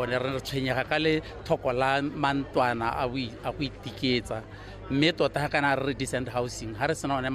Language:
Tswana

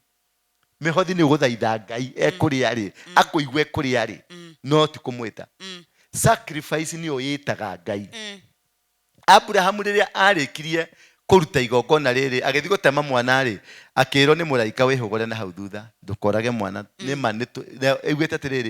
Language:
Kikuyu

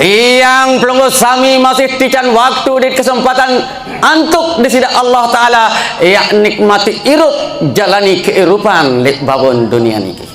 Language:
Sasak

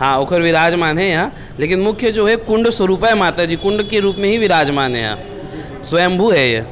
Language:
Chhattisgarhi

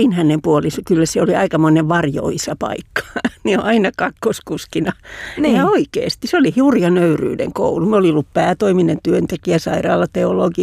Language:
Finnish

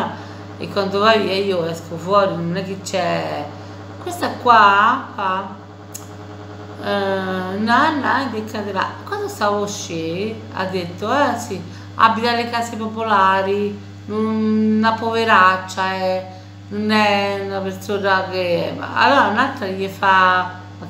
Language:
Italian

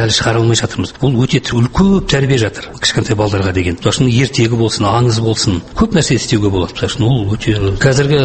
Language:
Kazakh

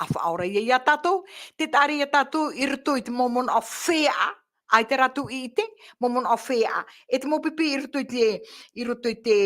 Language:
Tahitian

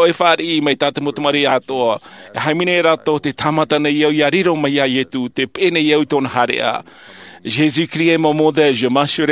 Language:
Tahitian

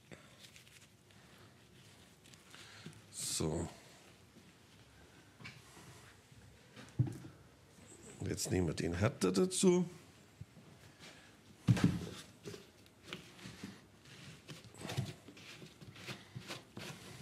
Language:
German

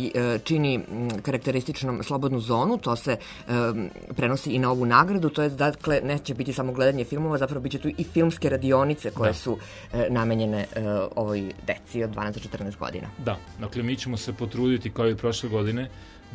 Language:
Serbian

